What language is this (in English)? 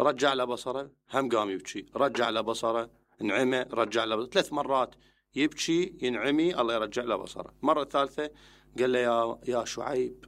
Mesopotamian Arabic